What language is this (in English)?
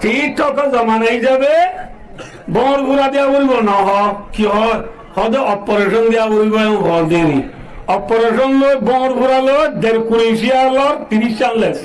Rohingya